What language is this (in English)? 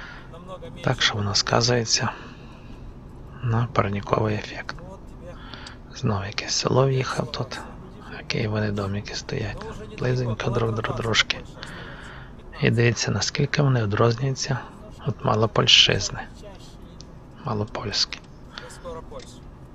Ukrainian